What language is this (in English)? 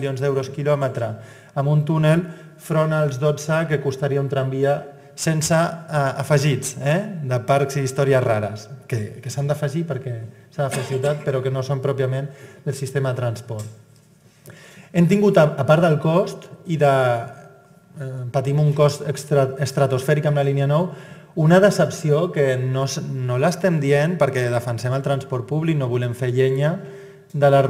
Catalan